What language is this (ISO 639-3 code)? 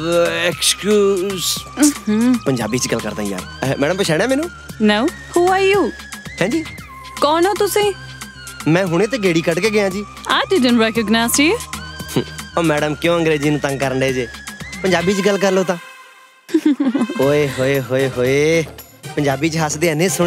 pan